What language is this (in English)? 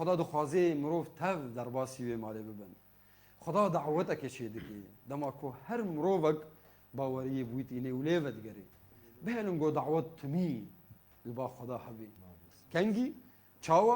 Kurdish